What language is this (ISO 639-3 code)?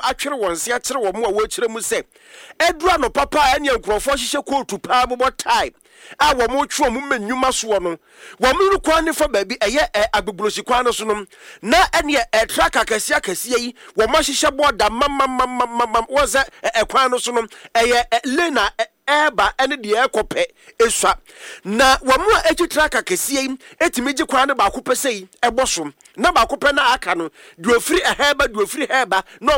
aka